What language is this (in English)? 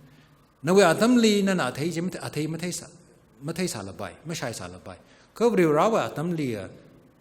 Tangkhul Naga (India)